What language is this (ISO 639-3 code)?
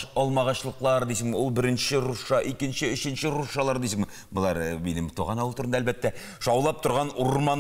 tat